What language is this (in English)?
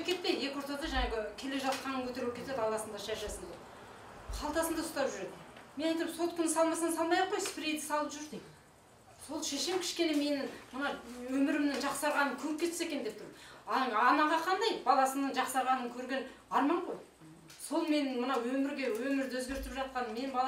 Kazakh